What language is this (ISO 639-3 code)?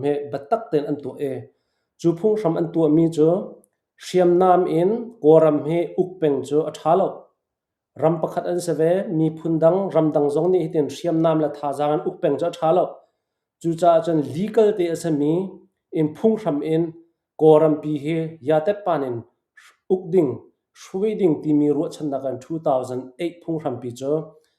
cnh